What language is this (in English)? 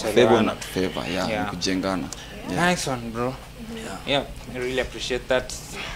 Swahili